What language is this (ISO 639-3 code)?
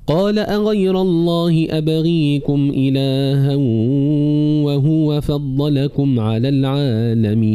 ara